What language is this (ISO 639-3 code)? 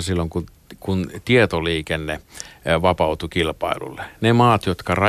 fin